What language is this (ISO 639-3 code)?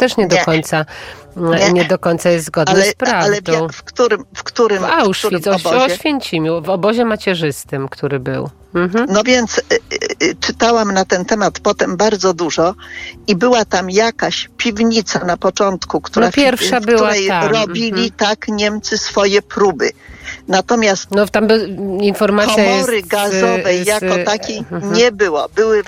pol